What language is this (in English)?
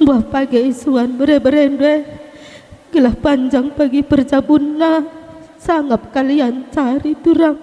Batak Karo